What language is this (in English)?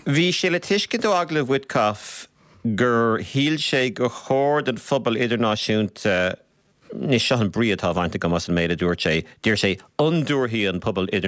Irish